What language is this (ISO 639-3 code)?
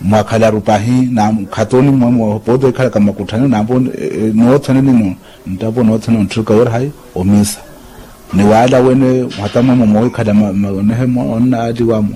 vmw